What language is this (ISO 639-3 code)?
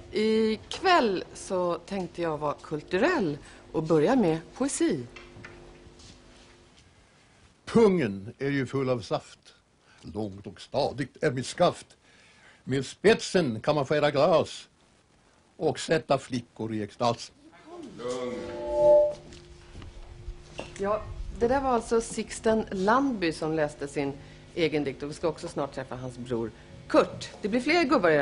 swe